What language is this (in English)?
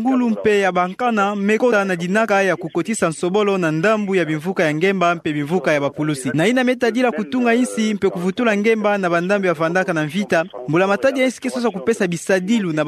Kituba (Democratic Republic of Congo)